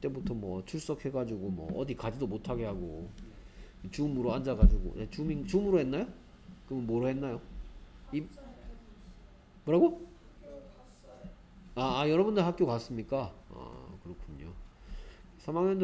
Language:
Korean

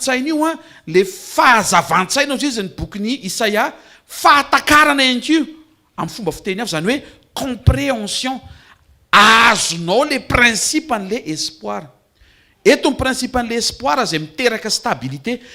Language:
Malagasy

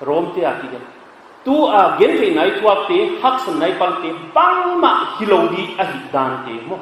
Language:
Paite Chin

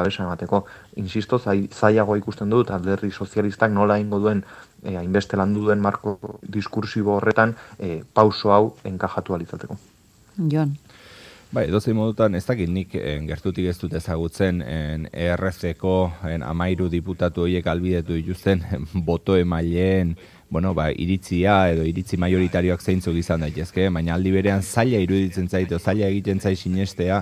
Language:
Basque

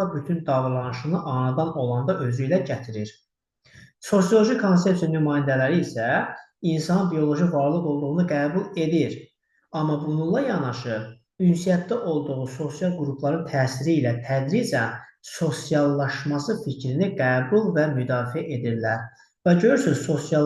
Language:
Azerbaijani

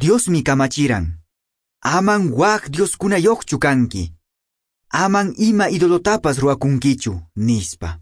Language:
Quechua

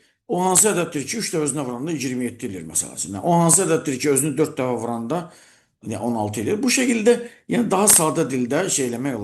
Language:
Azerbaijani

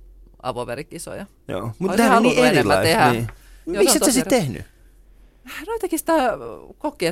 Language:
Finnish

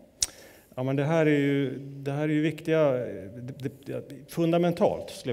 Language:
Swedish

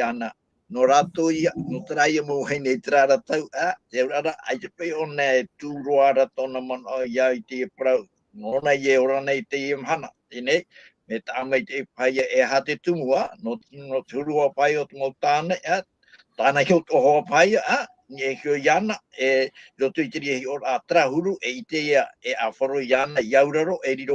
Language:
Tahitian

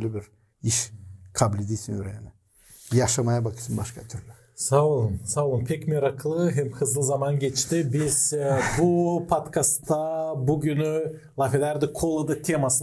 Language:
Gagauz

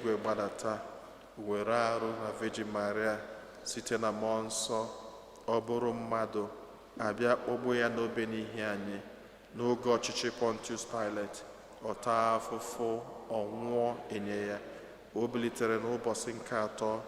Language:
Igbo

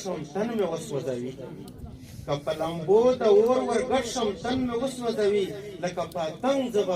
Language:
Pashto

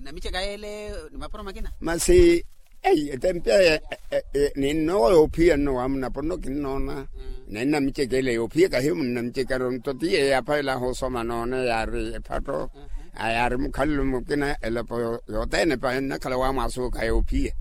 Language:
Makhuwa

